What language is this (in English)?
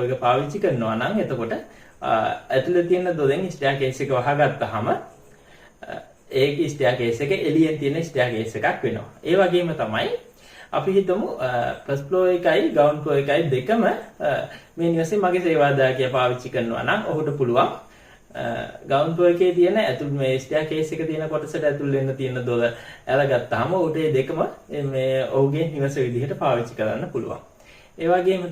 Sinhala